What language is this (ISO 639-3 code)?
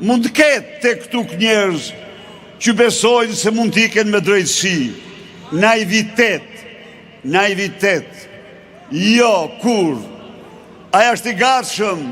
sqi